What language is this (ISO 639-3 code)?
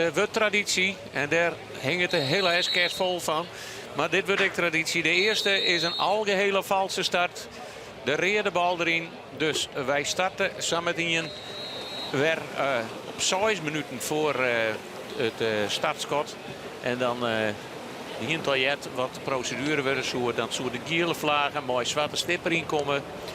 fry